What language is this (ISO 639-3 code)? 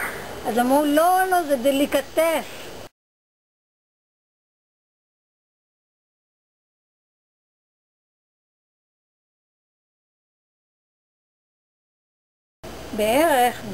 heb